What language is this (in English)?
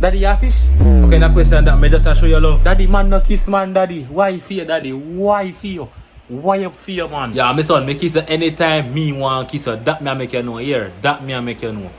Jamaican Creole English